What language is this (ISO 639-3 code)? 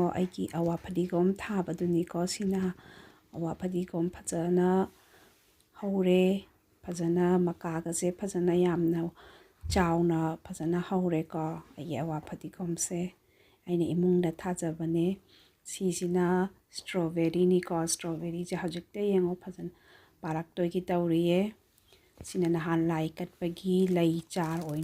mni